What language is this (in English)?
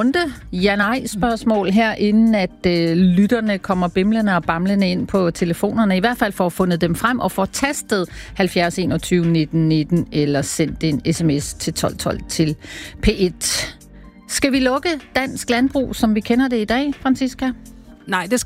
Danish